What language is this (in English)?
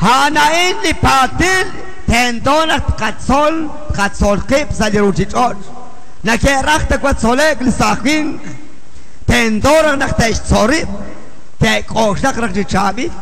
Kekchí